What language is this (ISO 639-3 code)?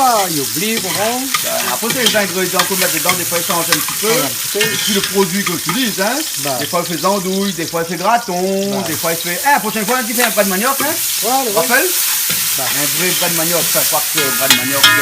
rcf